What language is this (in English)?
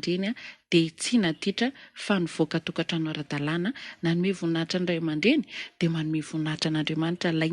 Malagasy